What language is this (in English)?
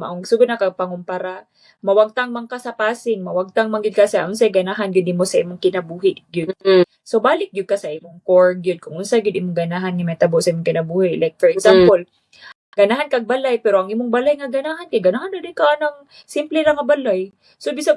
Cebuano